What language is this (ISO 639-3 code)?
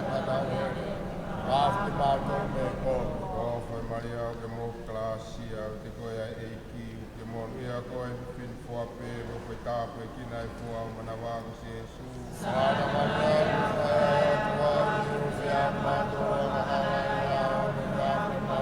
ton